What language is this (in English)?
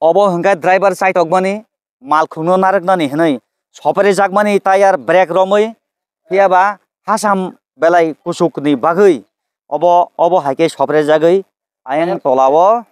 Kok Borok